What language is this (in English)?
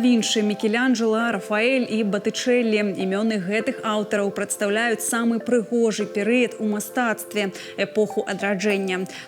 Belarusian